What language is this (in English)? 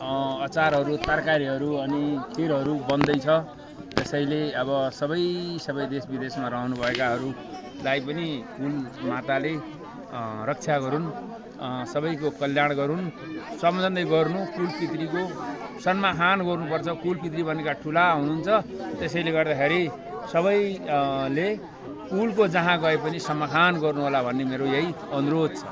Nepali